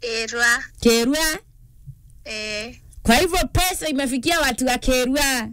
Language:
Meru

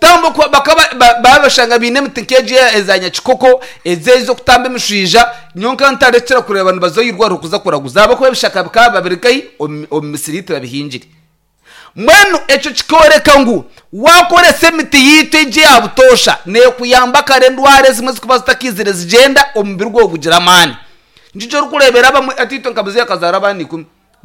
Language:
Nyankole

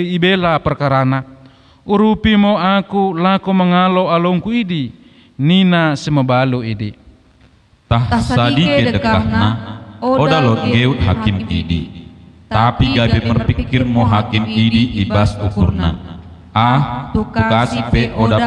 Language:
Batak Dairi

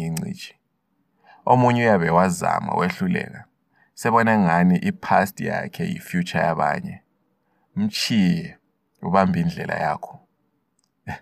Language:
North Ndebele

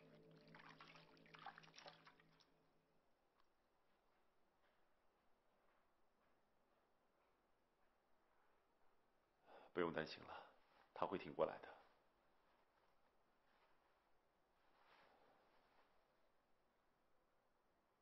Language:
Chinese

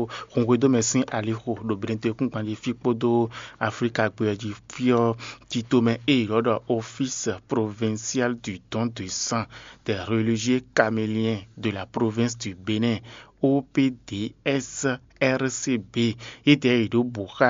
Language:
Fon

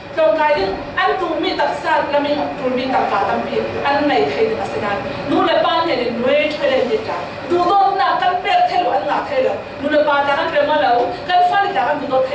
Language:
Falam Chin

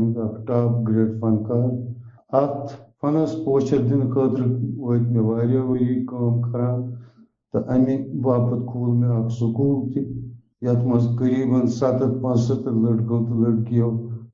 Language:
Kashmiri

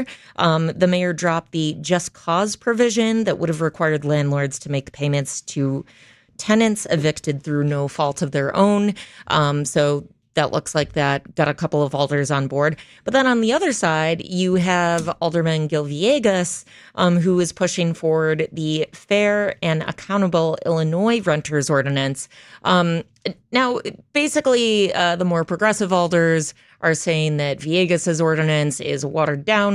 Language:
English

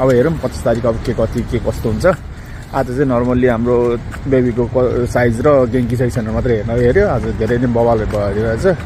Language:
Nepali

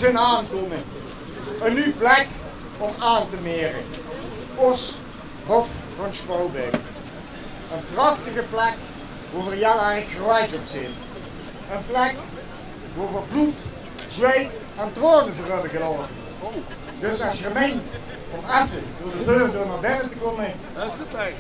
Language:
Limburgish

